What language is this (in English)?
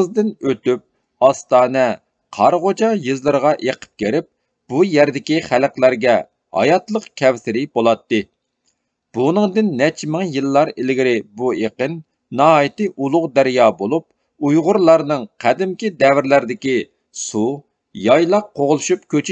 Uyghur